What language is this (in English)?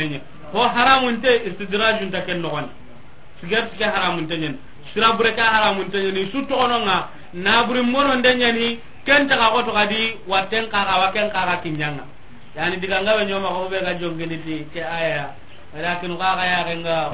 Soninke